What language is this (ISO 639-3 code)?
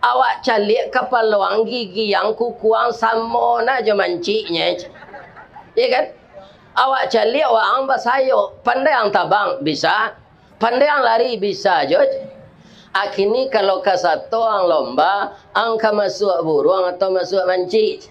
min